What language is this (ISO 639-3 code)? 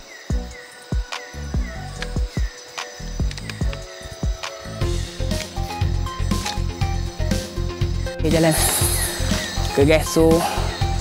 msa